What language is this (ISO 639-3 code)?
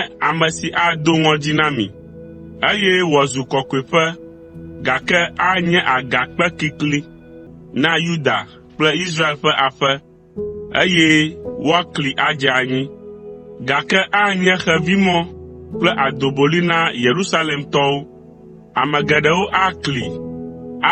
ewe